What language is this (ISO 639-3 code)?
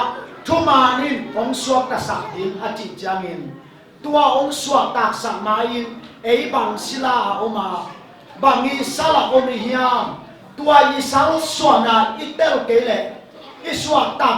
ctd